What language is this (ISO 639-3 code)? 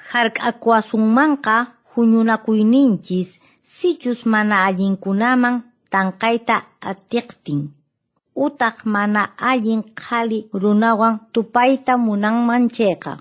que